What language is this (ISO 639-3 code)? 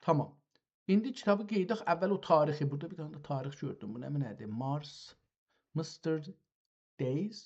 azb